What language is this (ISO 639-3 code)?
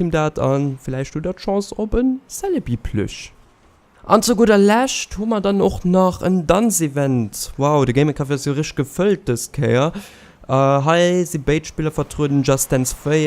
ltz